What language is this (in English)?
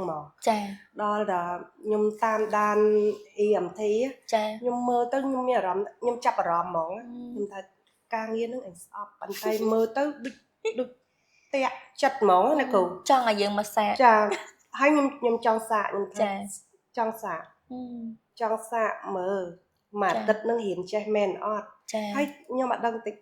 Khmer